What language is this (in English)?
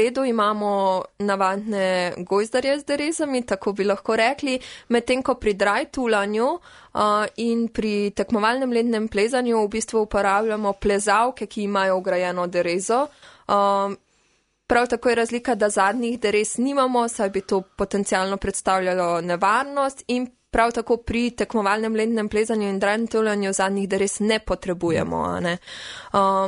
Slovenian